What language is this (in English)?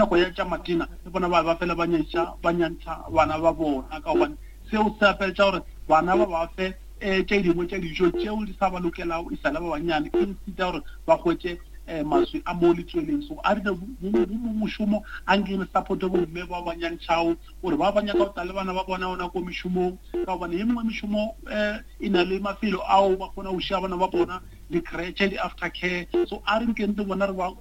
Northern Sotho